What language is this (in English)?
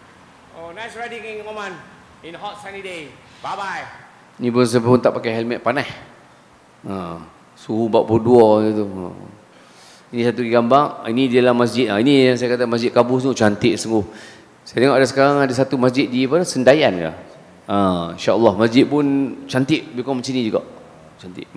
Malay